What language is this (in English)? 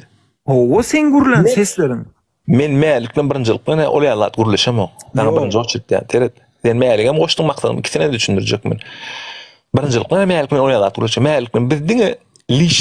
Turkmen